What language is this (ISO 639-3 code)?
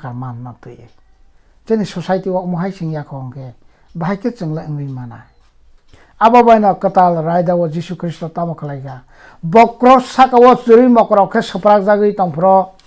trp